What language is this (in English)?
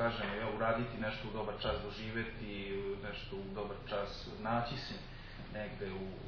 Serbian